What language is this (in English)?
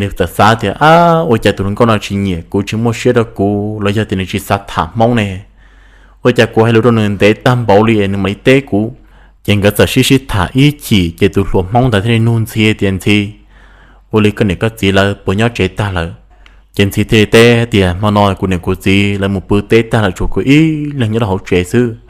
Hmong